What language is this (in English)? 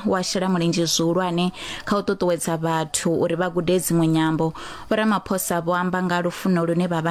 Venda